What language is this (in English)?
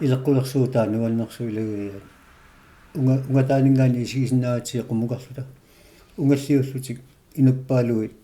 Kalaallisut